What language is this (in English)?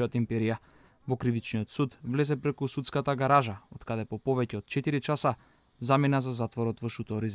Macedonian